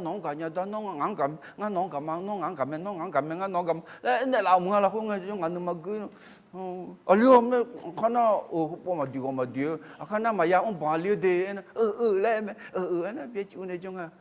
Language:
Akha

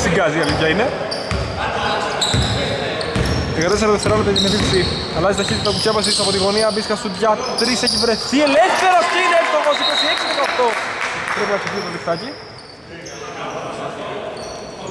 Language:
Greek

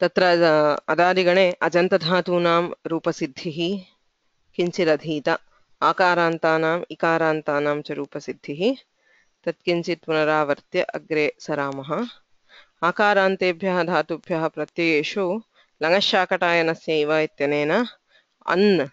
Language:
Sanskrit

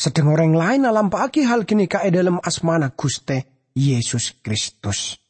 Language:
Madurese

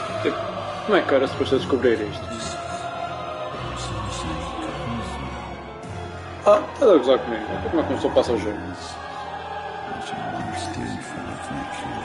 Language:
Portuguese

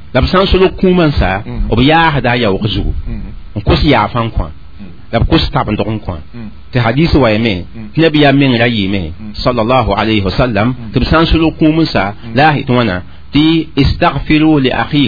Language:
Mossi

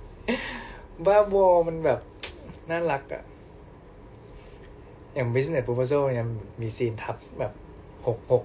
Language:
Thai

